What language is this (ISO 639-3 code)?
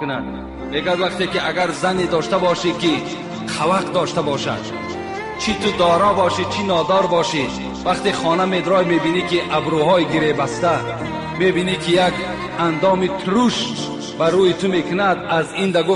tgk